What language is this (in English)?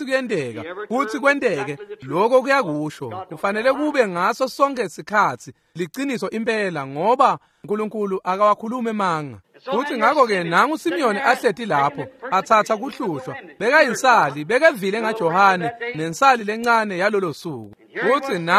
Swati